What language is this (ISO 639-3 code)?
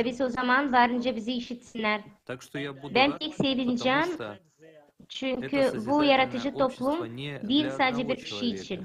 gag